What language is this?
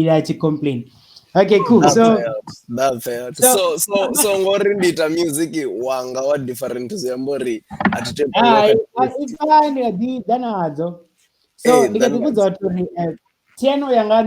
Venda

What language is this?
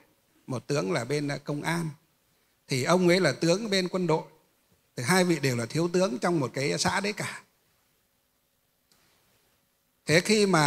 Vietnamese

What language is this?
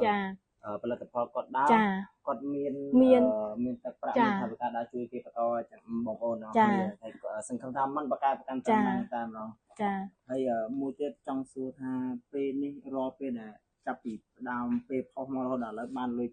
Khmer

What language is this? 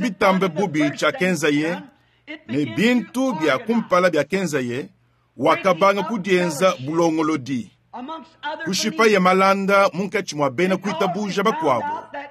Luba-Lulua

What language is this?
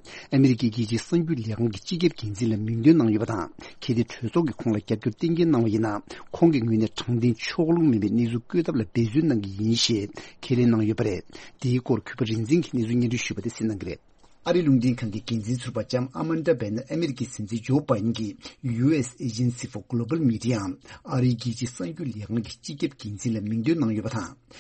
Tibetan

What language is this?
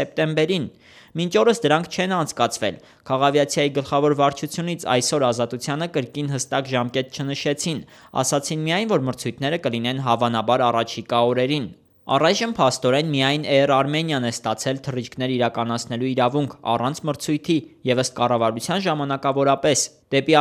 Armenian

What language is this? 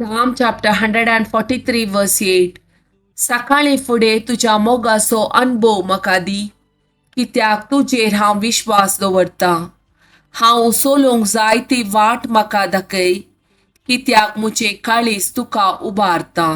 Konkani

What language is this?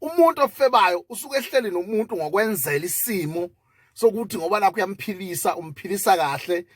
Zulu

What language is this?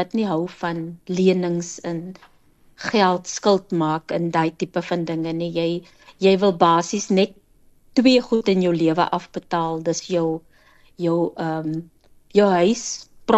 Afrikaans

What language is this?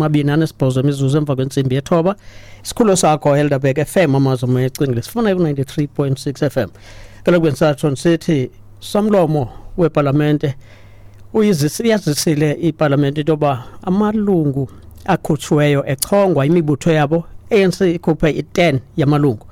Xhosa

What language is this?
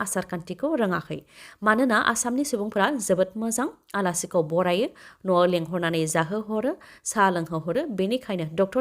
Bodo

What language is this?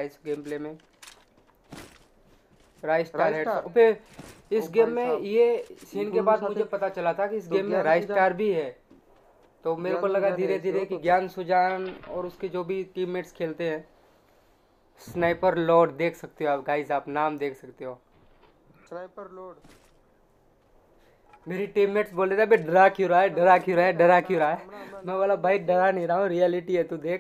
Hindi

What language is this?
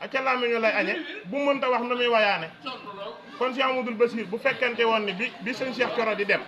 Wolof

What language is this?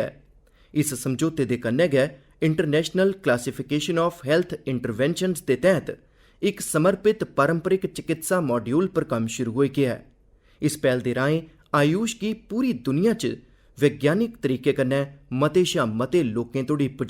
Dogri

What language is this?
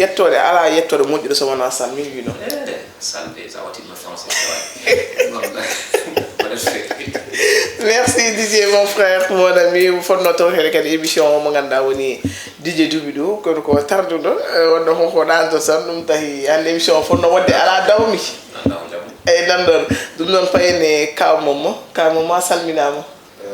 Fula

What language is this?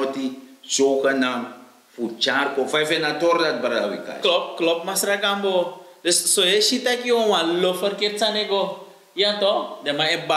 Sranan Tongo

